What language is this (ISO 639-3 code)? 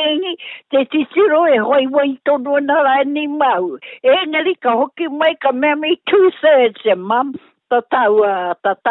mri